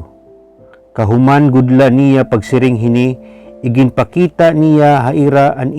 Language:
Waray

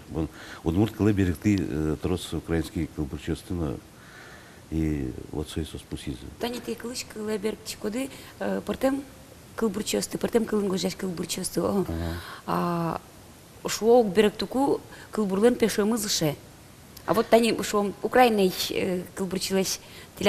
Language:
Udmurt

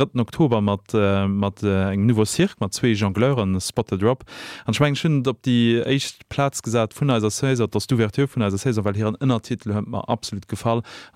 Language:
Luxembourgish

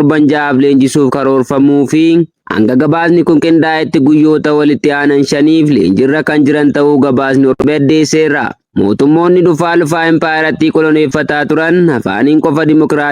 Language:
Oromo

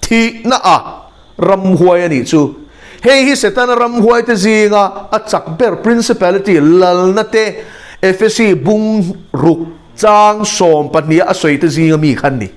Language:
Mizo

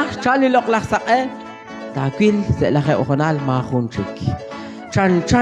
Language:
Kekchí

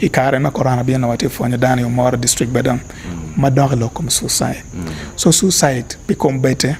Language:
Acoli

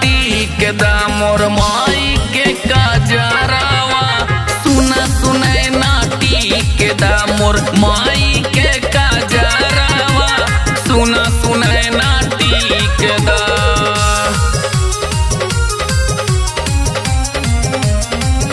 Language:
Bhojpuri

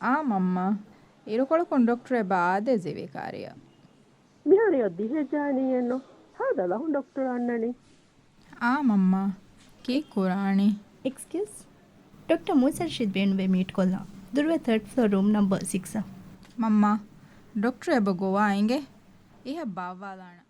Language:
Divehi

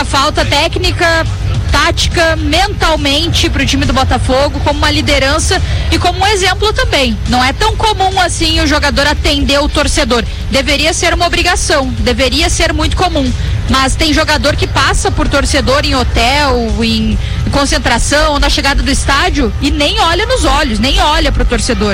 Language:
Portuguese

